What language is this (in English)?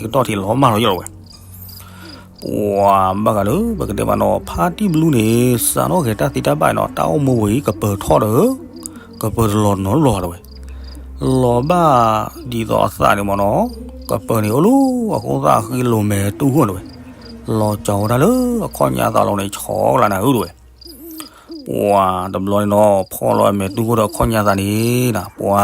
S'gaw Karen